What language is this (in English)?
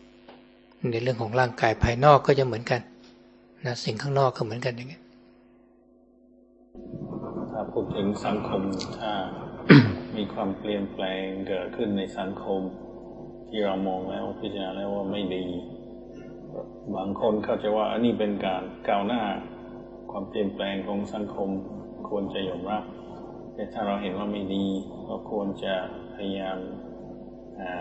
Thai